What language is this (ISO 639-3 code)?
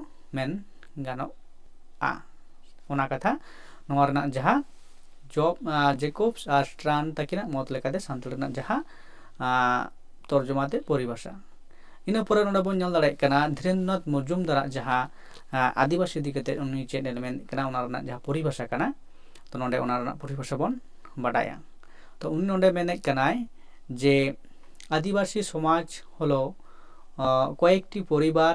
sat